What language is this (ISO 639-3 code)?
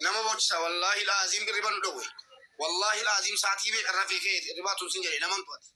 orm